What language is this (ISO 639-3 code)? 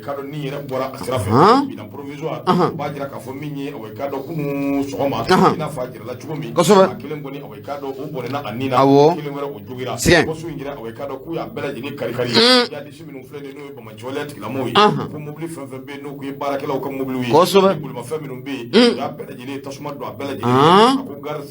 bam